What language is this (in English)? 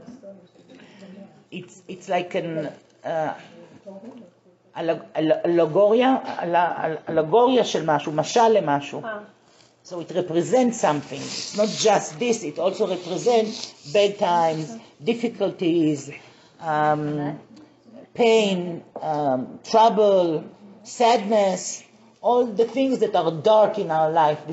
English